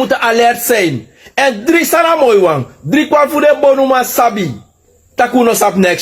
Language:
Sranan Tongo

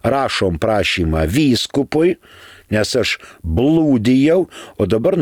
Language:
Lithuanian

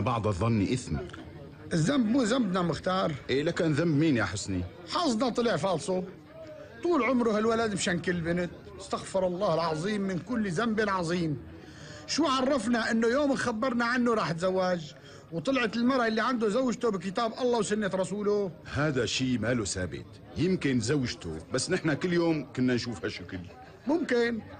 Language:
North Levantine Arabic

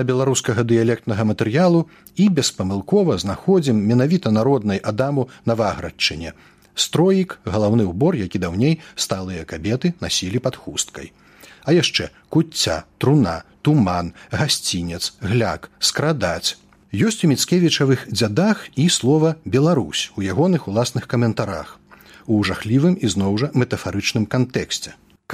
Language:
Belarusian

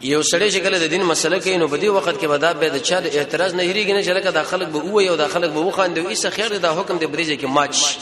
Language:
Pashto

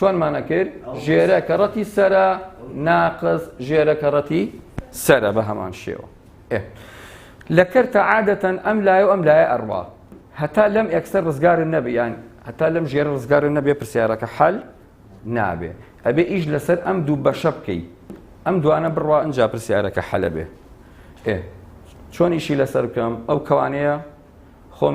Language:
Central Kurdish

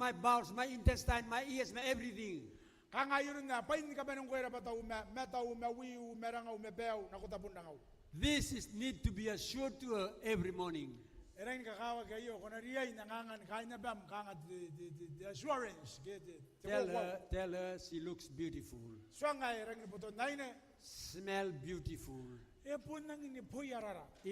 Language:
Gilbertese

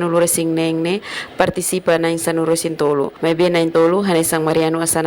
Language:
Tetum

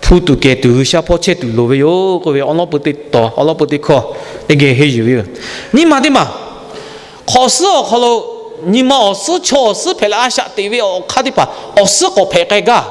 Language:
Lahu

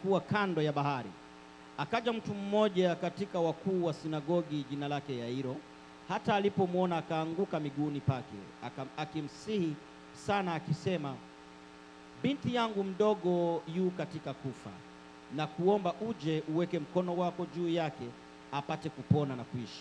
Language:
Swahili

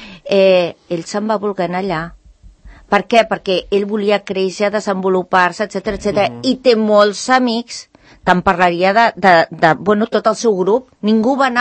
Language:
Catalan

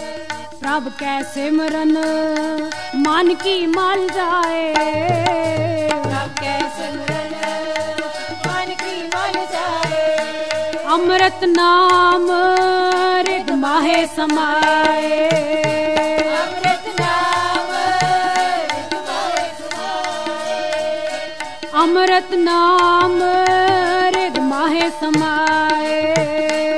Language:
Punjabi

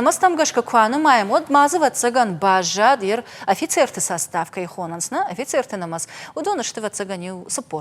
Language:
Ossetic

